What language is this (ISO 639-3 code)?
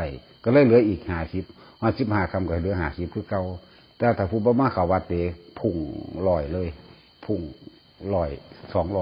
tts